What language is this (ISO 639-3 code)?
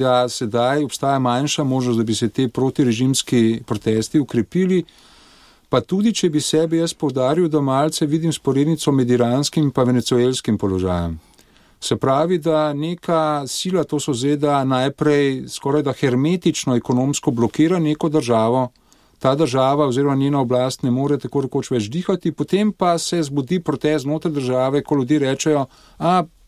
slv